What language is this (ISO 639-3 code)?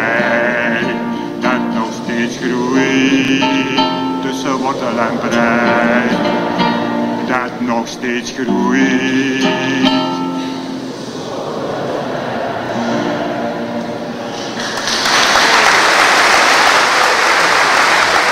nld